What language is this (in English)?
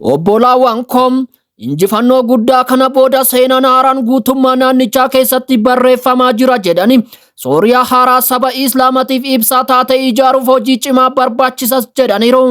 Oromo